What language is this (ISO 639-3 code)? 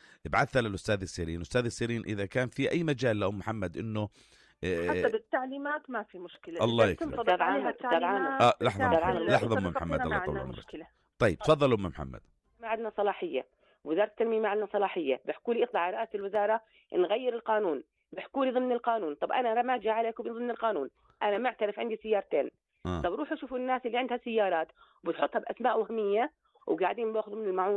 apc